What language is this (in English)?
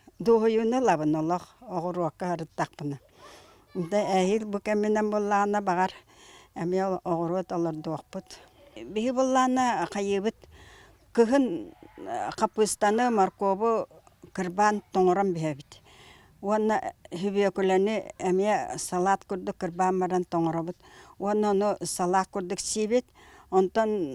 Yakut